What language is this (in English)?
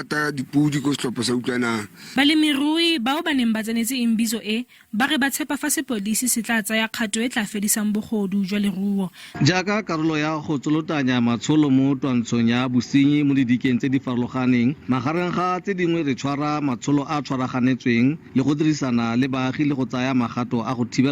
Tswana